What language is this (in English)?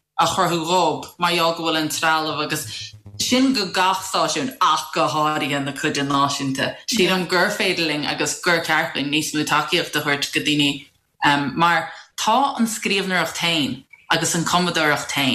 Irish